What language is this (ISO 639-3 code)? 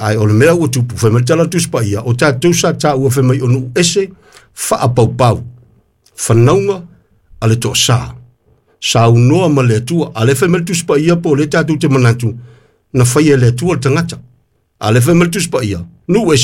smo